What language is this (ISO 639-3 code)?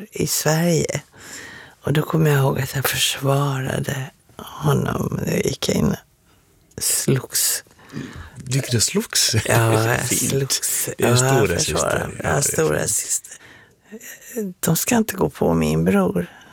swe